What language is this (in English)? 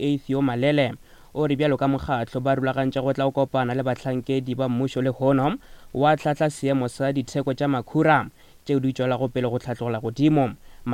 Northern Sotho